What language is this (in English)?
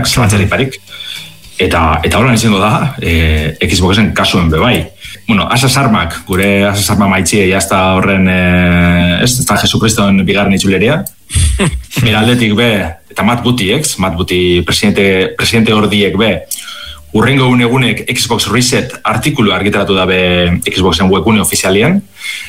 Basque